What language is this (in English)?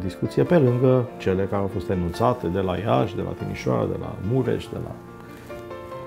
Romanian